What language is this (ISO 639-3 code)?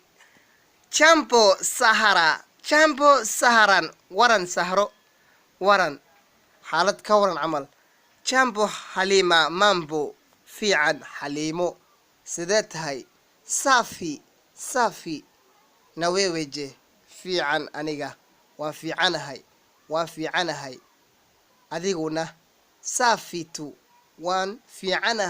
som